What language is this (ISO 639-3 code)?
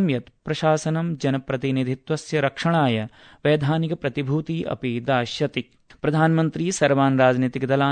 san